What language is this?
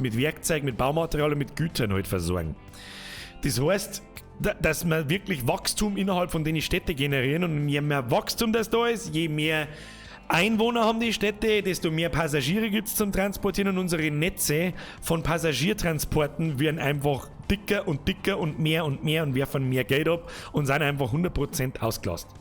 Bavarian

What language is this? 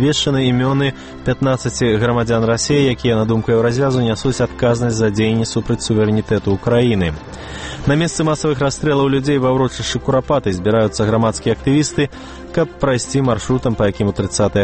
Belarusian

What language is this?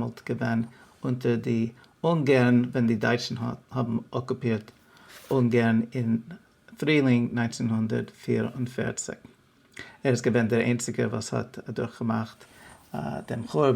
Yiddish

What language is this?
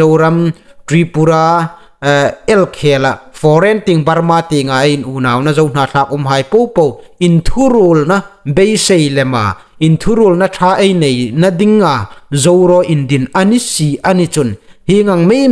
Hmar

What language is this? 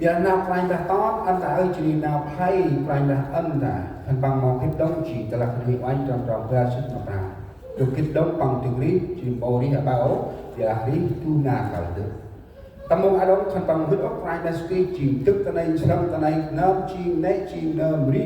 Central Mnong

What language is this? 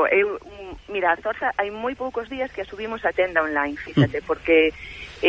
Galician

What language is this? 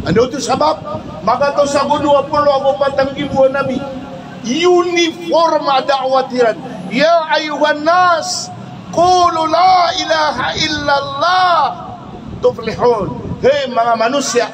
Maranao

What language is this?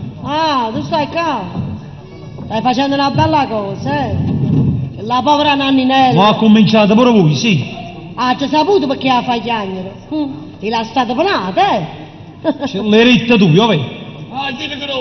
Neapolitan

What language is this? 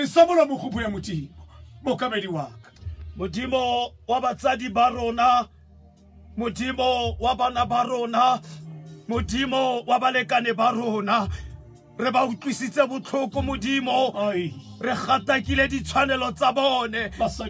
Tswana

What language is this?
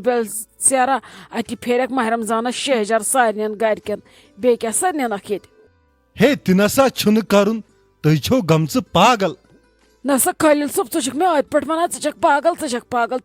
Kashmiri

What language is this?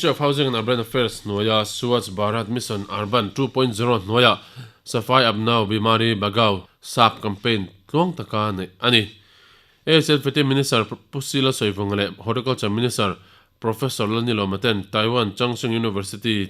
Mizo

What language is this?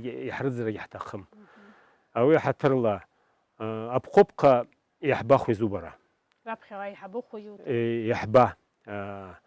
Abkhazian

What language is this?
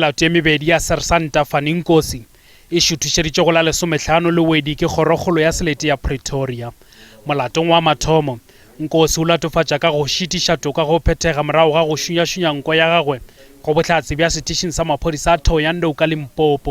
Northern Sotho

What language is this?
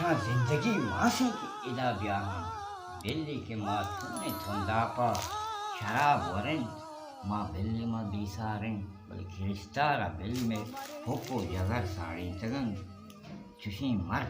Baluchi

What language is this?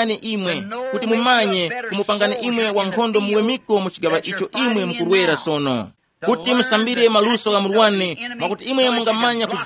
Tumbuka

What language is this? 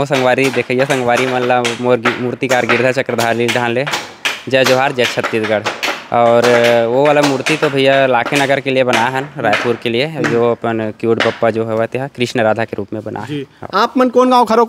Chhattisgarhi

